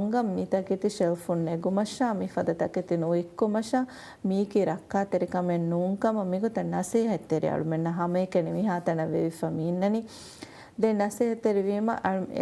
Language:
Divehi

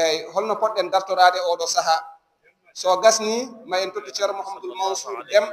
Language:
Fula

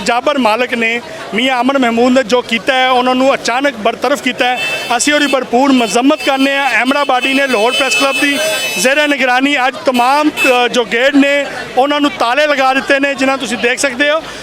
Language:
Western Panjabi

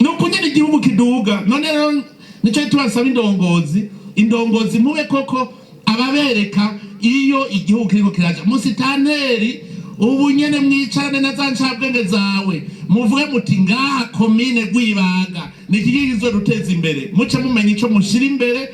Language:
Rundi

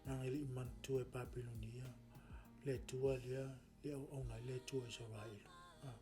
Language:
Samoan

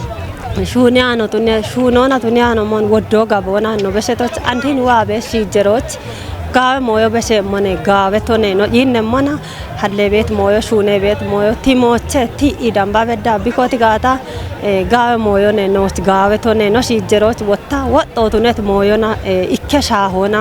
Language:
Kafa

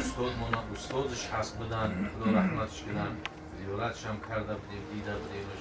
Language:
Tajik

